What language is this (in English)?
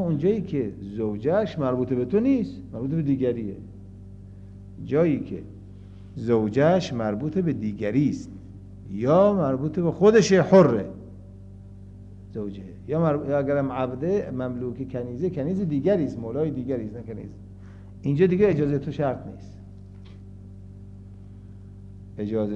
Persian